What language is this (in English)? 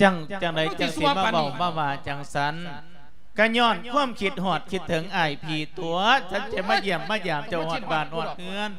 Lao